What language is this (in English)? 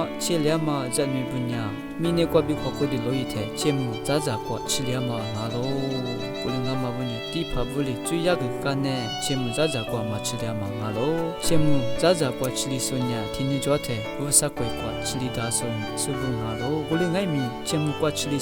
Lisu